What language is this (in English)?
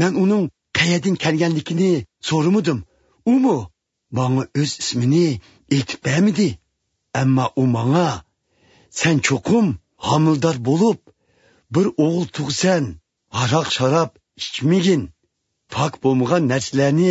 Uyghur